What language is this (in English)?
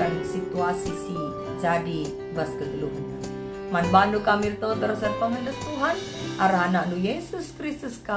Batak Karo